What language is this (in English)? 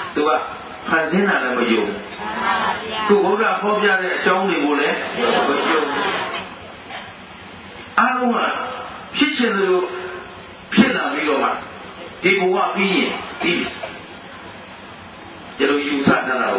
Burmese